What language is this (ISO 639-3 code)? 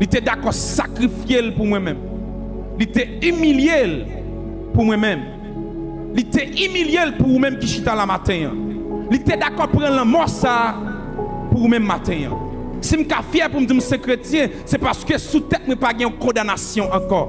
hat